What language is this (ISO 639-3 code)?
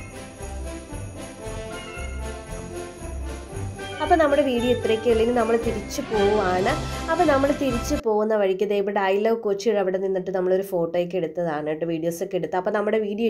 mal